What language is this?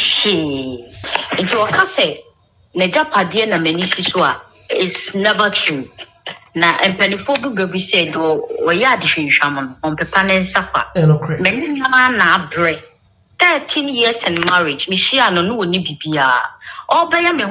Akan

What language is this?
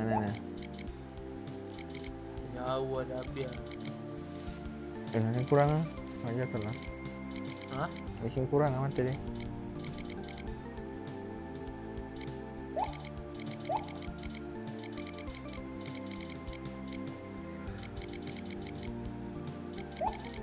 Malay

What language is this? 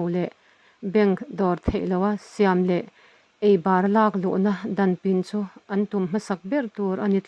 Mizo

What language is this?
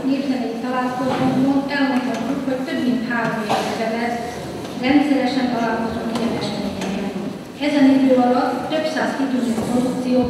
Hungarian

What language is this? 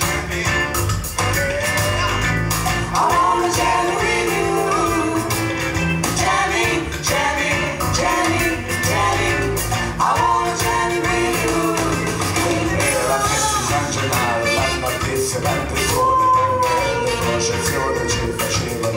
Italian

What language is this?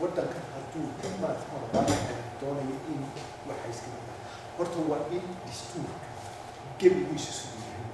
Somali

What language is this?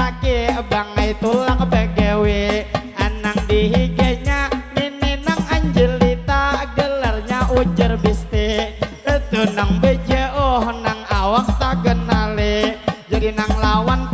Banjar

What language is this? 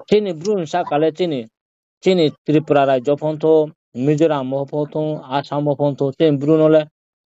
Riang (India)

